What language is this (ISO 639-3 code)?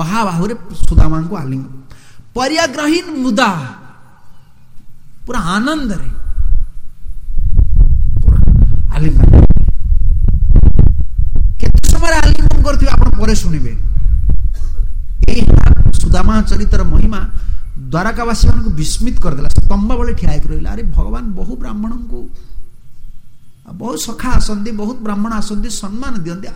ori